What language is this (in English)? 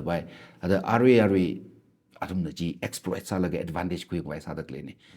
Tangkhul Naga (India)